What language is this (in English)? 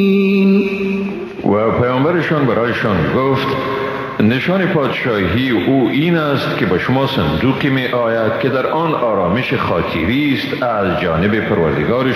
Persian